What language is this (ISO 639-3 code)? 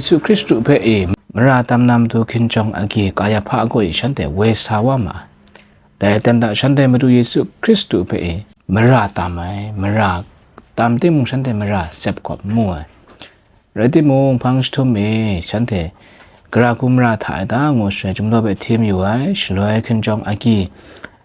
kac